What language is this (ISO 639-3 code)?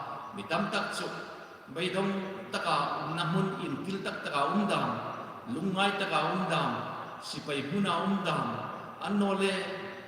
hmr